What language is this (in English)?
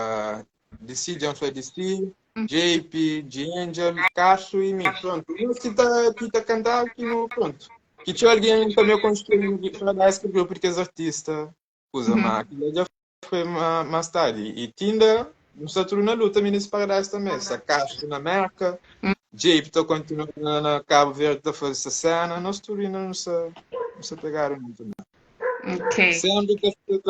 Kabuverdianu